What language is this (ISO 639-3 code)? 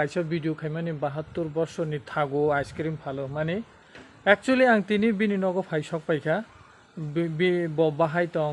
trp